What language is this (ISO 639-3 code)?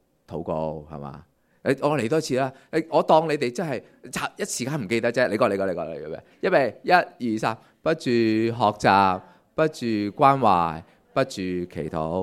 yue